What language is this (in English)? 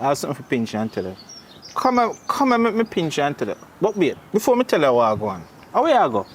Jamaican Creole English